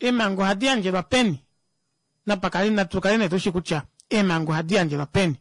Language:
Kuanyama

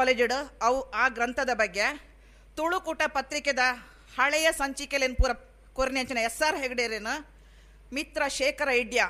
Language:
Tulu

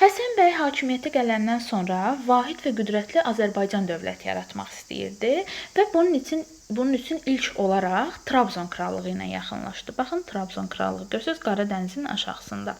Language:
Azerbaijani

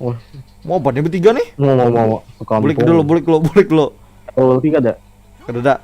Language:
Banjar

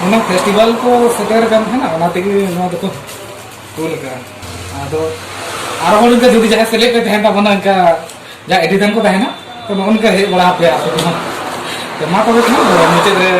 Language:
Santali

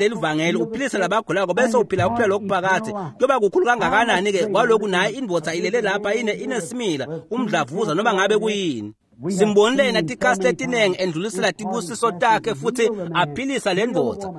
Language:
Swati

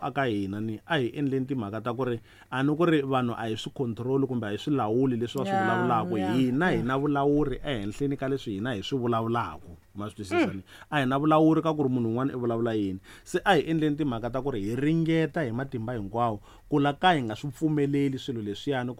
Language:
Tsonga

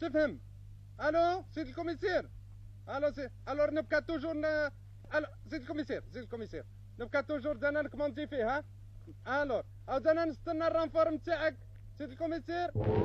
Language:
Algerian Arabic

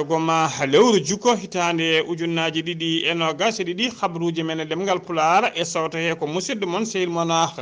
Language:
Fula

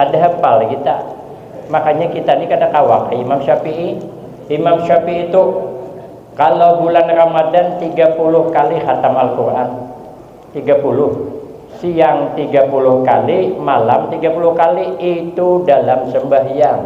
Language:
Banjar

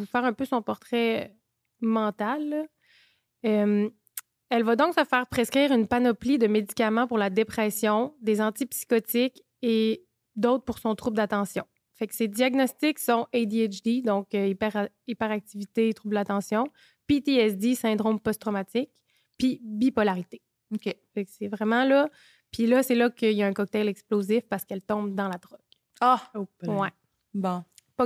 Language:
French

